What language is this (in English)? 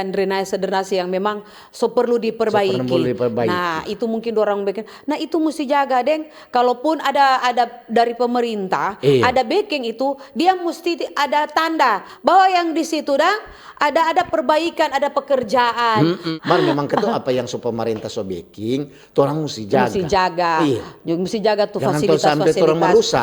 Manado Malay